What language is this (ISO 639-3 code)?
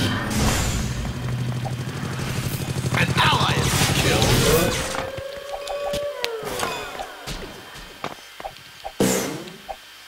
swe